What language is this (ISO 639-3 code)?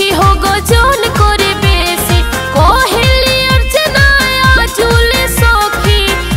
bho